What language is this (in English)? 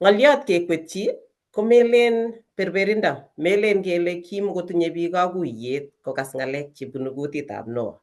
Kalenjin